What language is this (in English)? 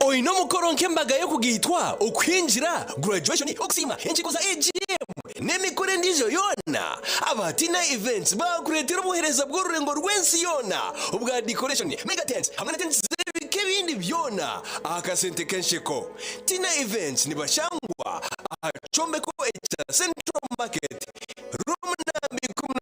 Nyankole